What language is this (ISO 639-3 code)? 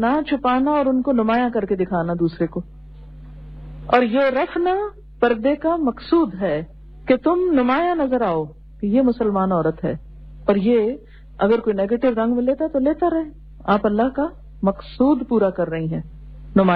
urd